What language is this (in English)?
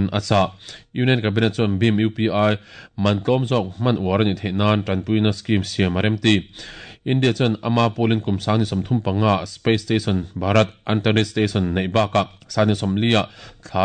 Mizo